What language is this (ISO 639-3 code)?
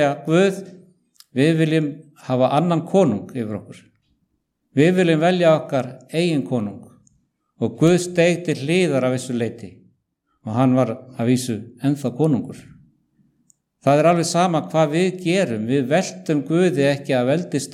isl